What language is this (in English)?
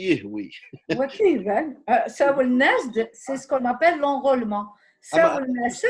Kabyle